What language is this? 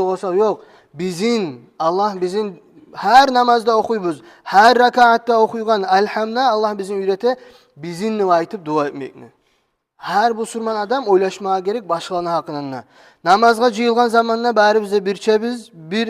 Kumyk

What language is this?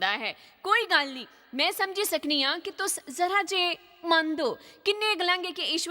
Dogri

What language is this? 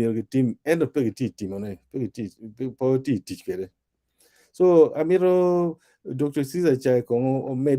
Acoli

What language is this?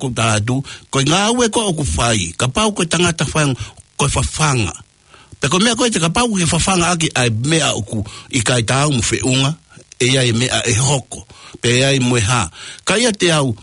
Tongan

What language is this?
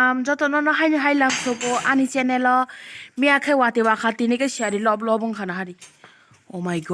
Kok Borok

